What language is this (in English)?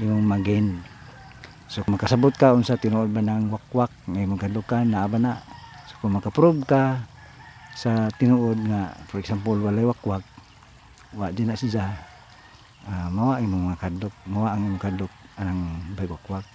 Cebuano